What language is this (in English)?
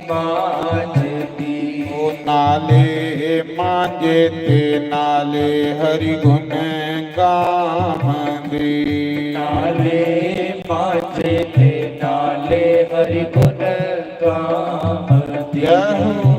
Dogri